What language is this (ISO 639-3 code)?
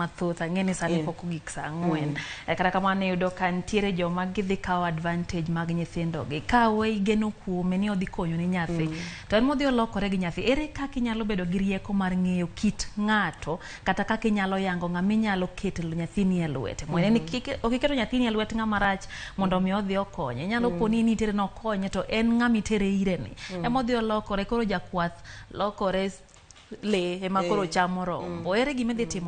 luo